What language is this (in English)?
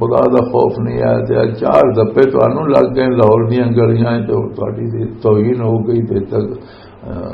Western Panjabi